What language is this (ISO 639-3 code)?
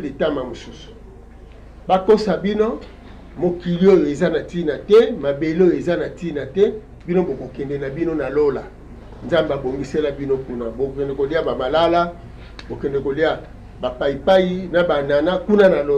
lin